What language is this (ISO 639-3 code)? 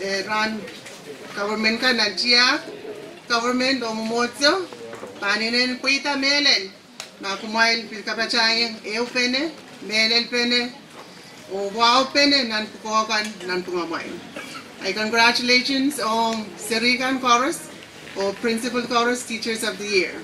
pon